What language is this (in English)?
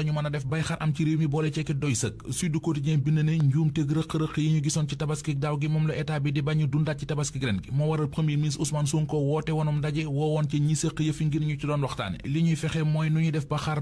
Wolof